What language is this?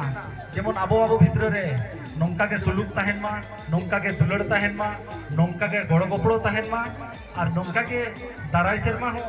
Santali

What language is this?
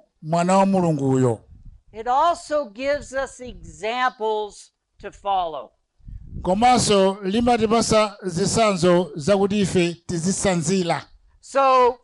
Nyanja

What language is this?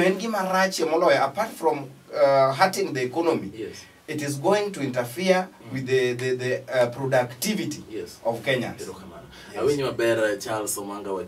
Luo (Kenya and Tanzania)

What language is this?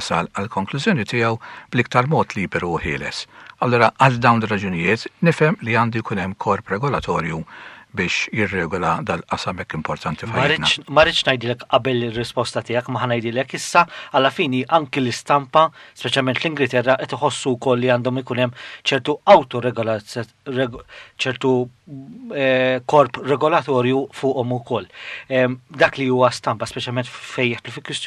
Maltese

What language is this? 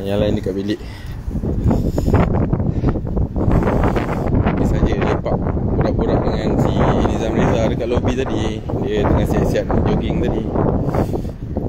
Malay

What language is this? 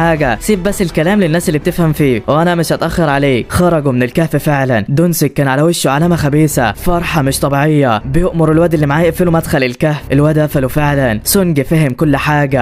Egyptian Arabic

